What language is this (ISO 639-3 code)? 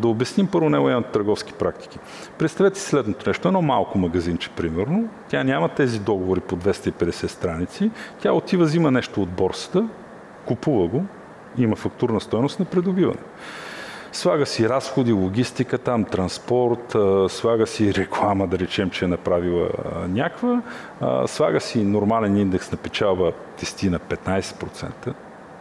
bul